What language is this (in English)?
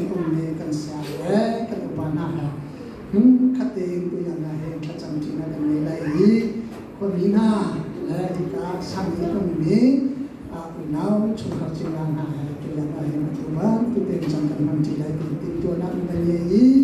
Hakha Chin